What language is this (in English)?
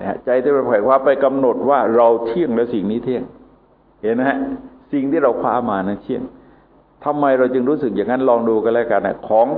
Thai